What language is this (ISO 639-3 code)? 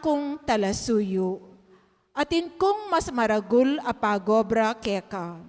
pam